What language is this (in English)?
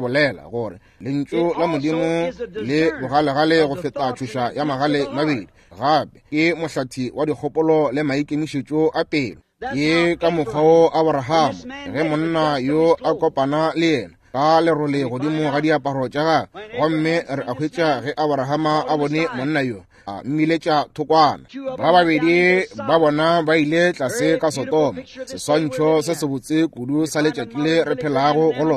Northern Sotho